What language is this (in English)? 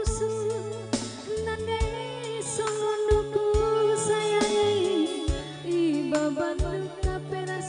Batak Karo